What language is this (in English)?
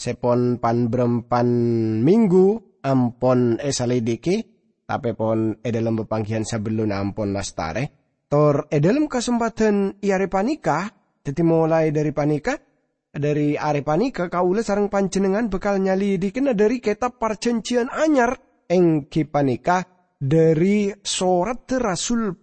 Madurese